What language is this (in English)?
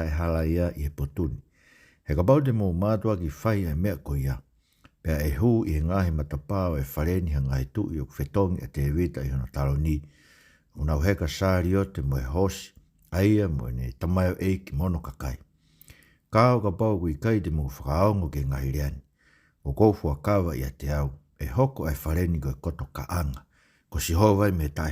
Tongan